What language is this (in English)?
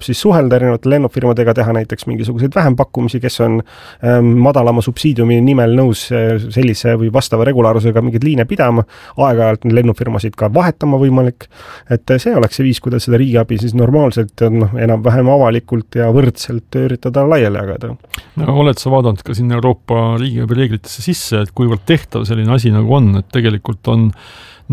Estonian